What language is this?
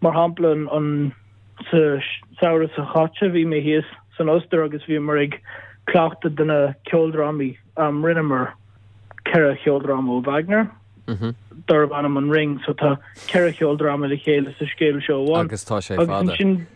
Irish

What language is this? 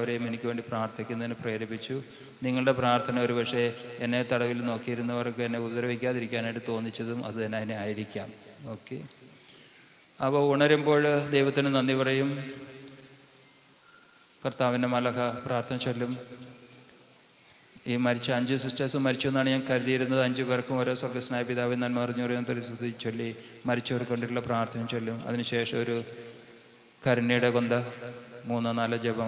Malayalam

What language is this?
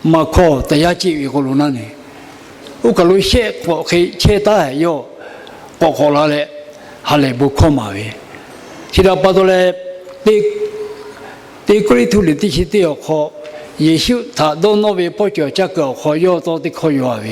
Lahu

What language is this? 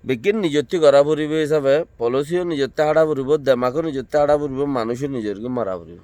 Rohingya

